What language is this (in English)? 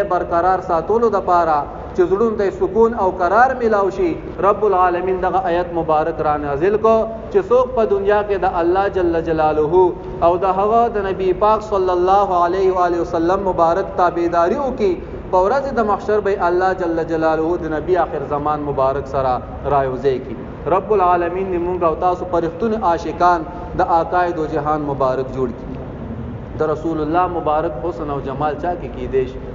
Pashto